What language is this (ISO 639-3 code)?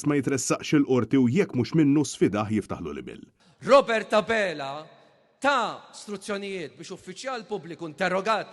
mlt